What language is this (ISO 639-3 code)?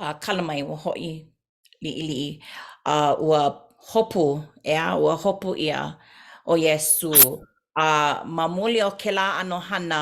haw